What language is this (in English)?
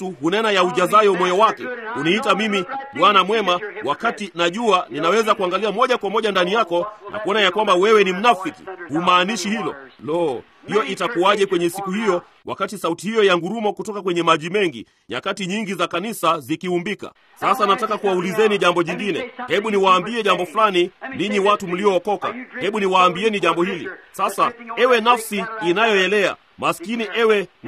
Swahili